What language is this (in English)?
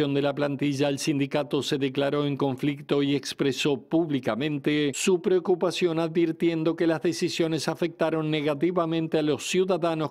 Spanish